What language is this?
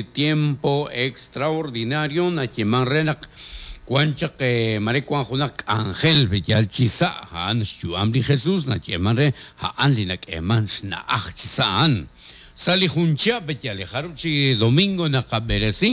Kekchí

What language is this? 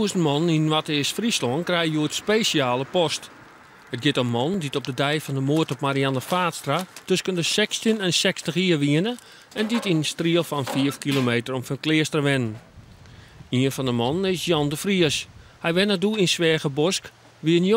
Western Frisian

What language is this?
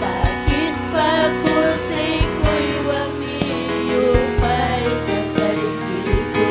Ayacucho Quechua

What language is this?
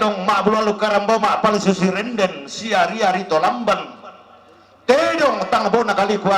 Toraja-Sa'dan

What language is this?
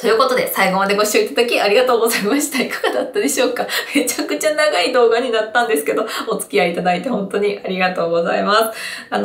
Japanese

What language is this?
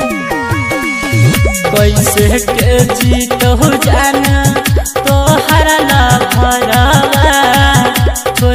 Bhojpuri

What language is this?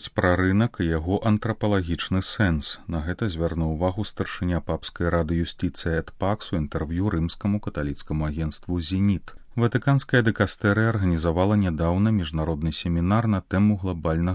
Belarusian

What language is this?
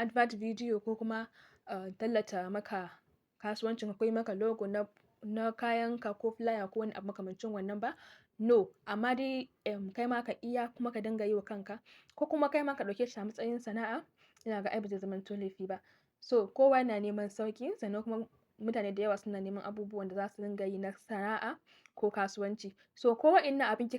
Hausa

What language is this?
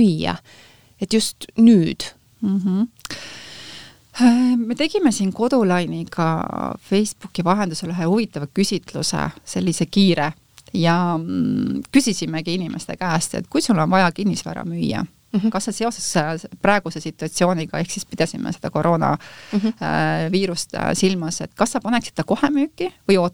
Estonian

